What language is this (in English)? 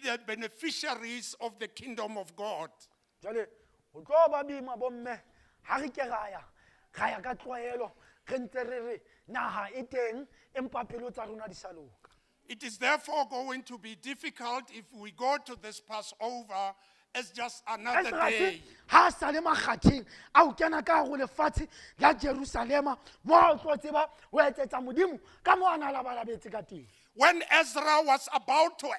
Southern Sotho